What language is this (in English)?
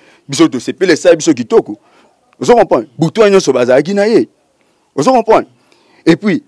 Lingala